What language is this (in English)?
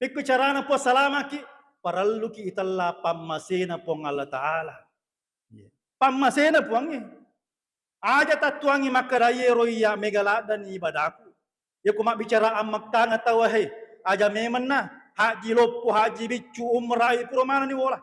Buginese